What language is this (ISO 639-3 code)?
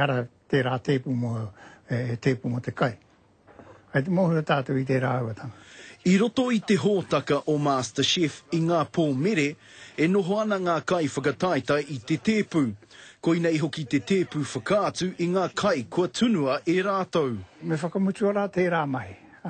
mri